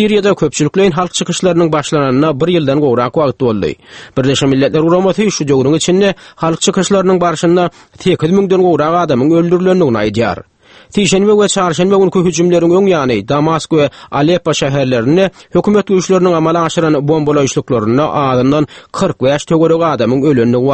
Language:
Turkmen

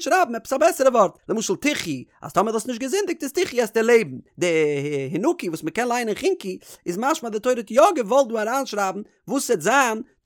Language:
Yiddish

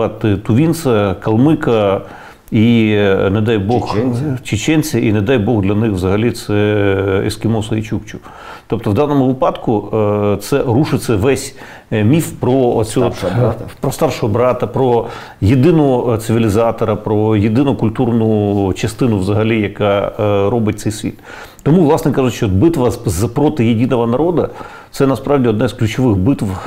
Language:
Ukrainian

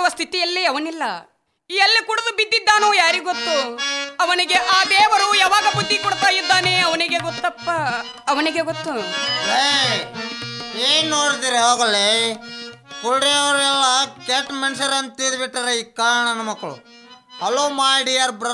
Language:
Kannada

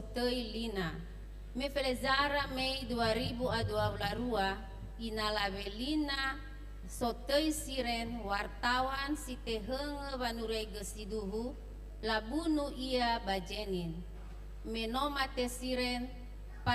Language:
Nias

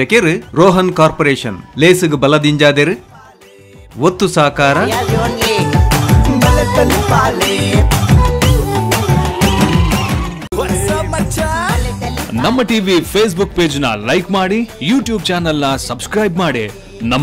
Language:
Tulu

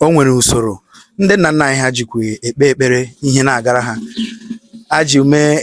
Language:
Igbo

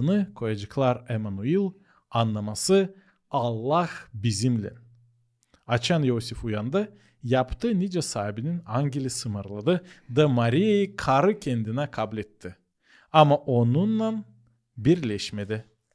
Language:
Gagauz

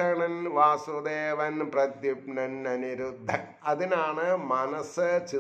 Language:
Malayalam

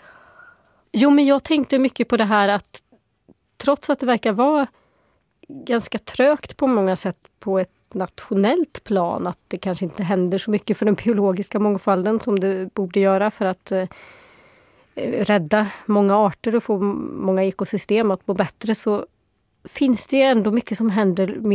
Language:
Swedish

